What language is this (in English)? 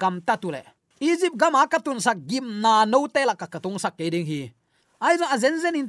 Tedim Chin